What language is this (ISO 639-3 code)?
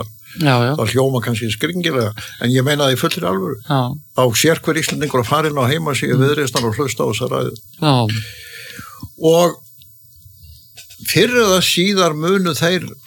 isl